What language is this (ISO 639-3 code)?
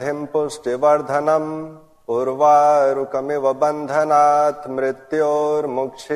san